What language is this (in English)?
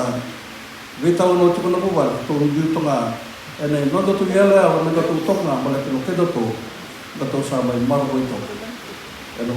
Fijian